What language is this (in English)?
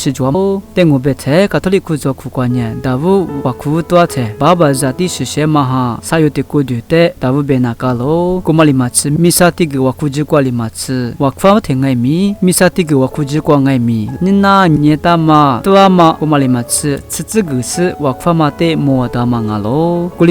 Lisu